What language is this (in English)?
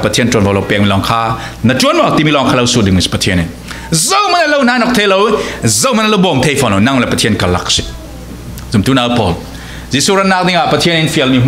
Falam Chin